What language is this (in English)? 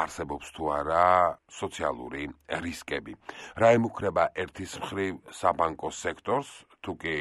Georgian